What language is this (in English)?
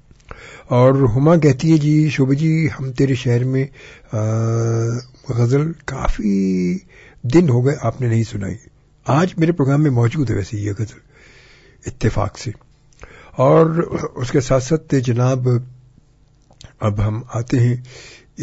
Urdu